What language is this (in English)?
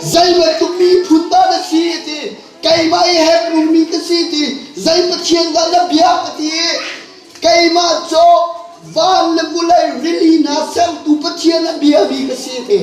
Hakha Chin